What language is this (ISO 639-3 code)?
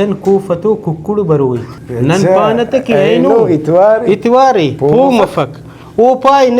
brh